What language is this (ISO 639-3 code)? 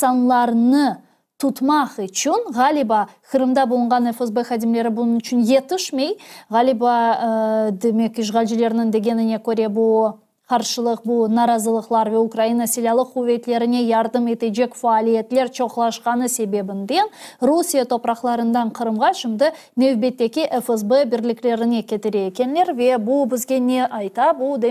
crh